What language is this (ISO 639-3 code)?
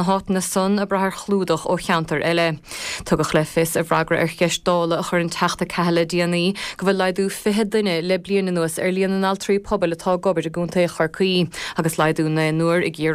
gle